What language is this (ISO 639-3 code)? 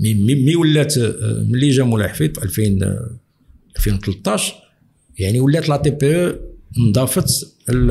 ary